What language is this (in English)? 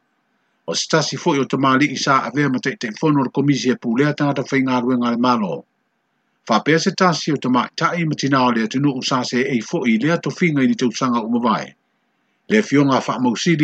Samoan